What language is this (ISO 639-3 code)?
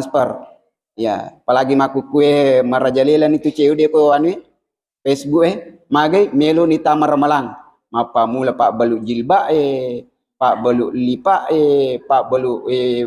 bug